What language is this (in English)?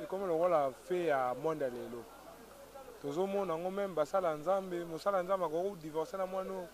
Lingala